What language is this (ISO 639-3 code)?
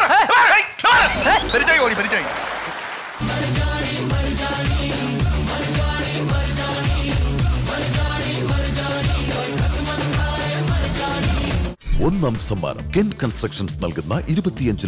mal